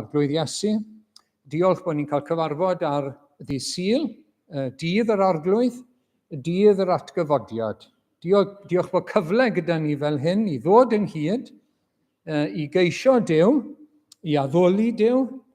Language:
Welsh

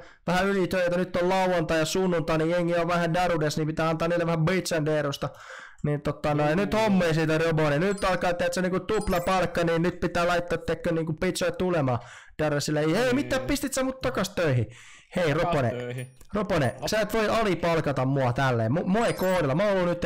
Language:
Finnish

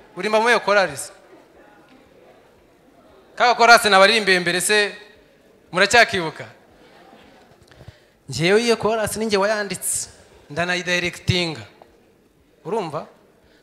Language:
Kinyarwanda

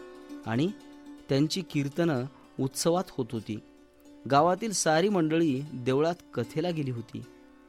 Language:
Marathi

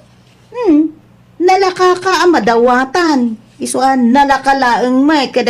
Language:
Iloko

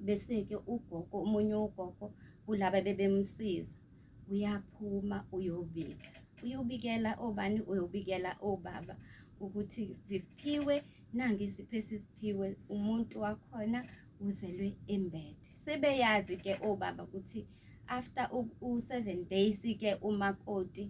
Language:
Zulu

